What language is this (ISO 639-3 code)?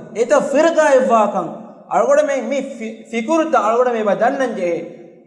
div